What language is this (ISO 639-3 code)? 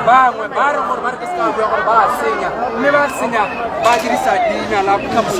tsn